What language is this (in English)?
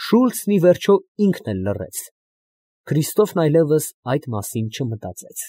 Armenian